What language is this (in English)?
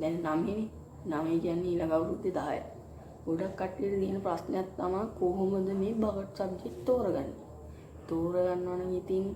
Sinhala